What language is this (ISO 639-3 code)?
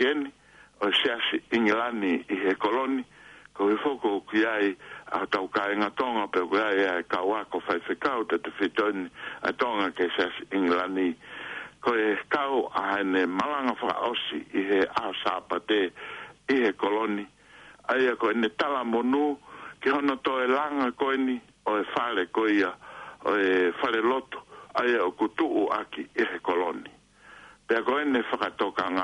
ton